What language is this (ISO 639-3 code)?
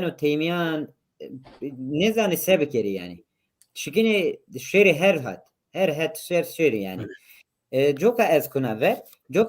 zza